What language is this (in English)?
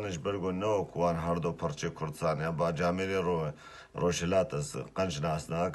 Kurdish